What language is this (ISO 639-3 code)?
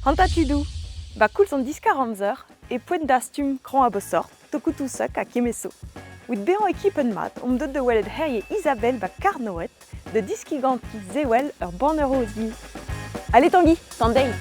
bre